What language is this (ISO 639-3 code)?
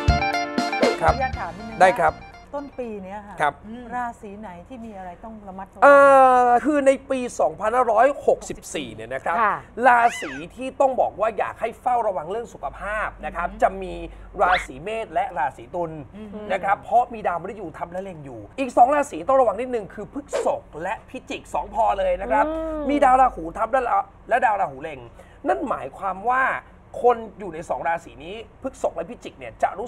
tha